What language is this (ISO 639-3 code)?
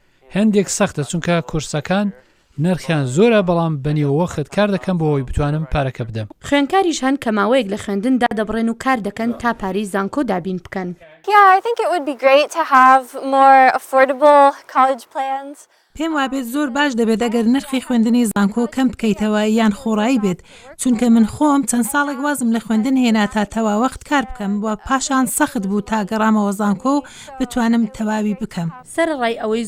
ckb